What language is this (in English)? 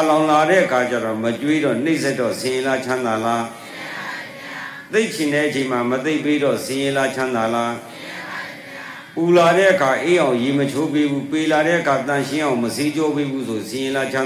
Burmese